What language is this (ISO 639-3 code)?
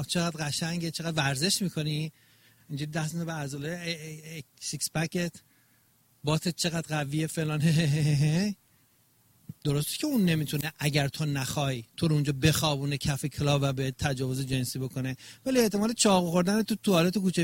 fas